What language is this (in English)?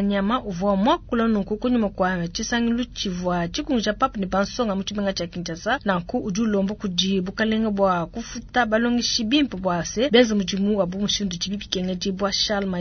Luba-Lulua